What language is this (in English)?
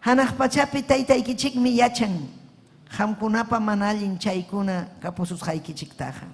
Ayacucho Quechua